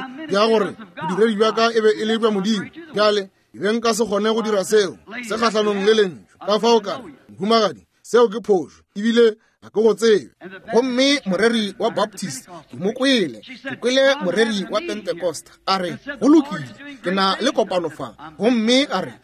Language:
Northern Sotho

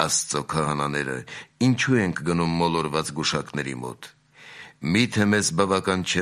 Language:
Armenian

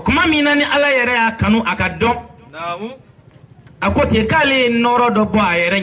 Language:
Bambara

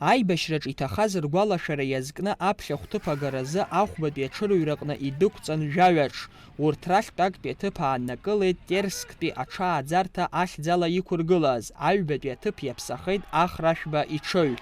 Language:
Abkhazian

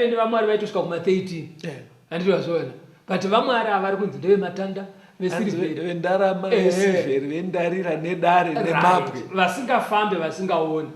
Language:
Shona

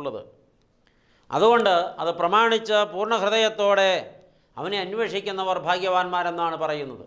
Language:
Malayalam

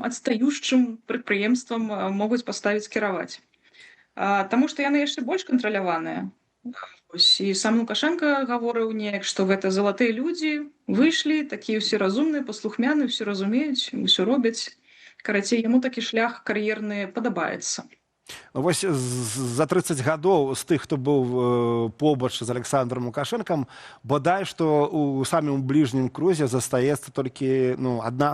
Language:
Belarusian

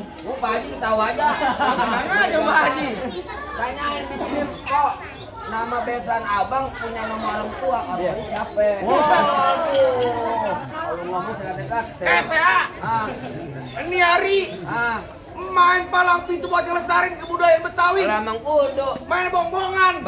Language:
Betawi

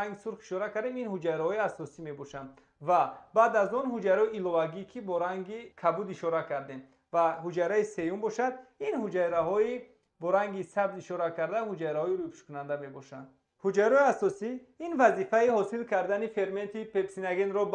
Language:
Tajik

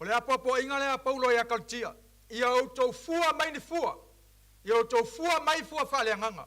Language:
Samoan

